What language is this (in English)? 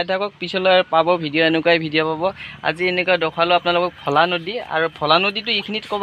Assamese